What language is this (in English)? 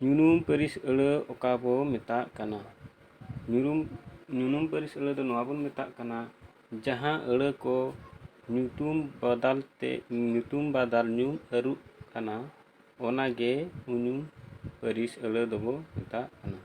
Santali